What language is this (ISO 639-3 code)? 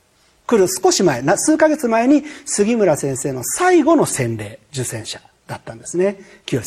jpn